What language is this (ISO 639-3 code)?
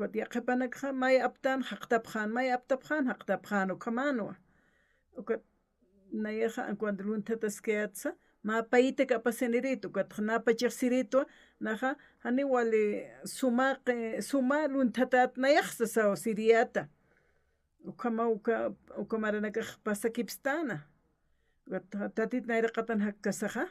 aym